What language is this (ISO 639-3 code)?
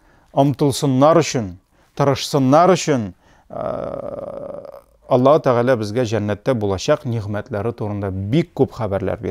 tat